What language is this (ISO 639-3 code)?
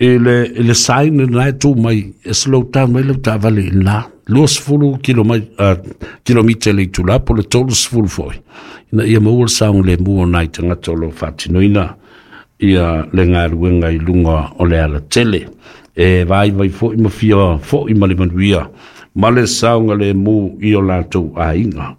smo